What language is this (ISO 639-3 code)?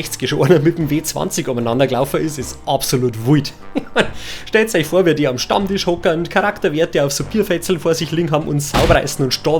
bar